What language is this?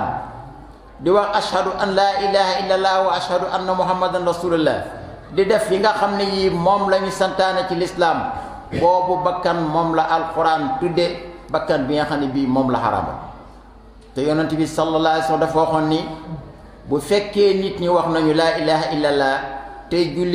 Wolof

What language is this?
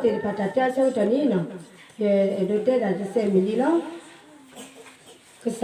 S'gaw Karen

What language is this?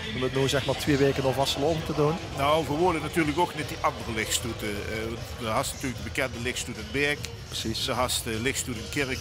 Limburgish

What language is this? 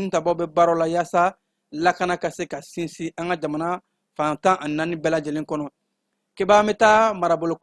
Bambara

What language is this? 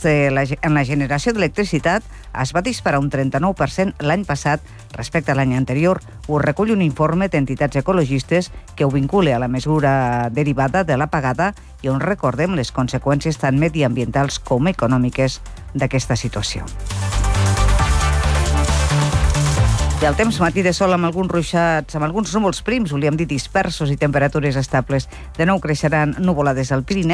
Catalan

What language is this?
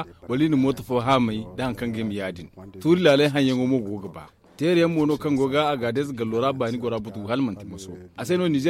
Zarma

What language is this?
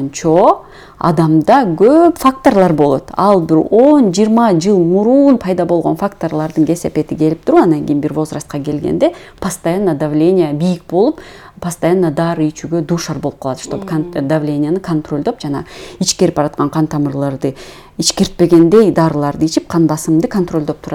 Kyrgyz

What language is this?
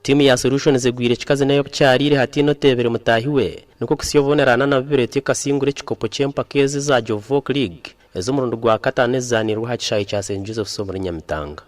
Nyankole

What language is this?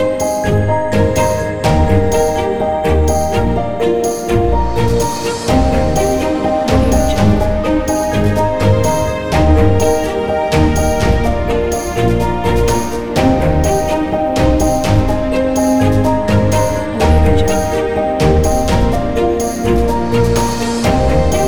Malay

